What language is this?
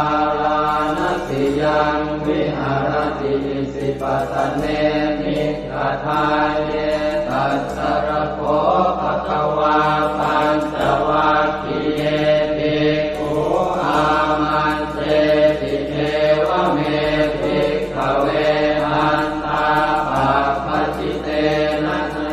Pali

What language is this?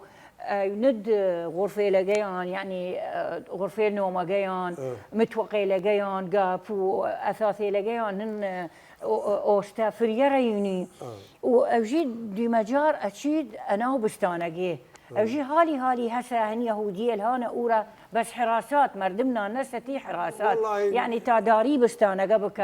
Southern Kurdish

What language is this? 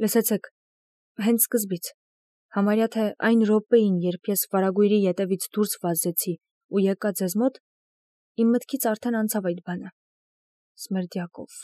Armenian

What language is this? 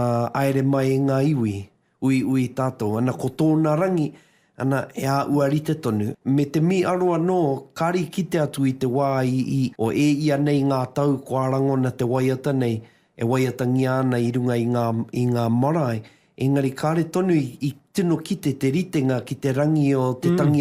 Māori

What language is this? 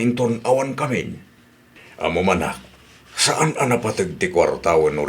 Iloko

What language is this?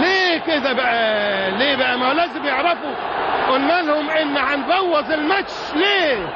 Egyptian Arabic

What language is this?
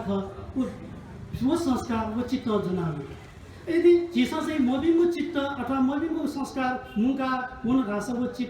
Newari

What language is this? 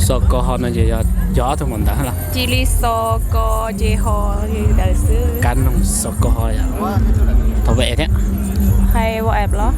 Hmong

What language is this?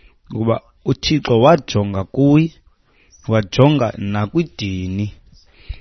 Xhosa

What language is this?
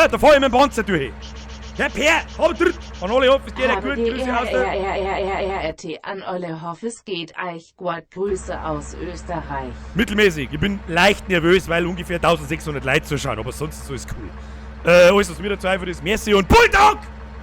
Bavarian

